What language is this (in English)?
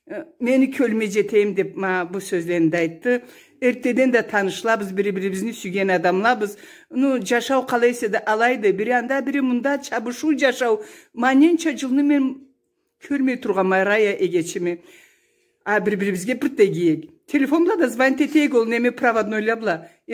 Karachay-Balkar